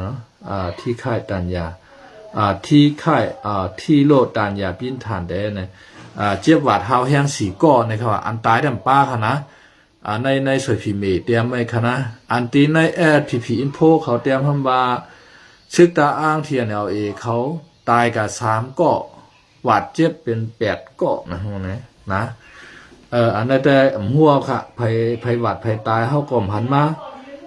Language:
Shan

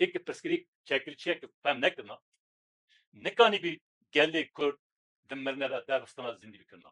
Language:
Kurdish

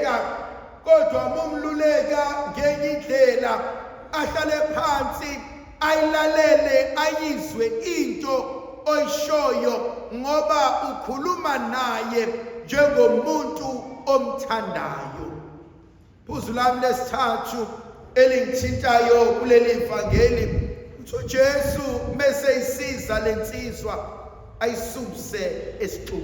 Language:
Zulu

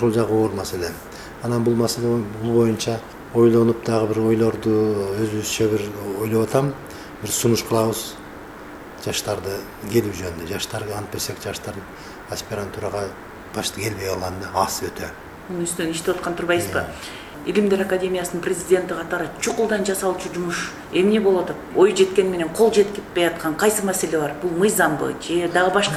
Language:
Kyrgyz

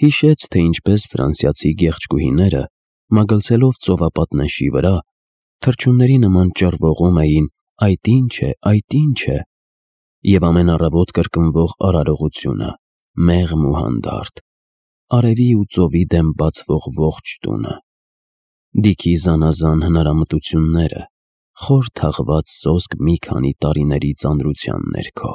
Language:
Armenian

